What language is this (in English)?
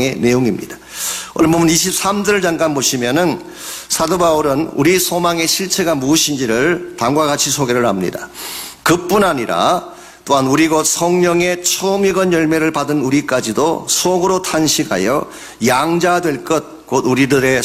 Korean